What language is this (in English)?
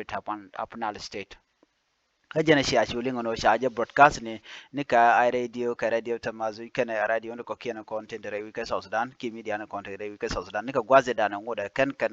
Nuer